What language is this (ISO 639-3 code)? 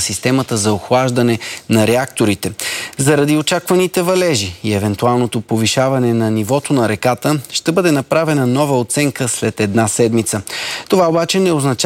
bul